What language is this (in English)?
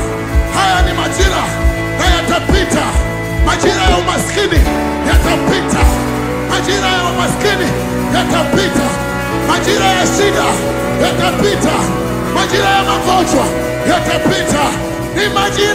Swahili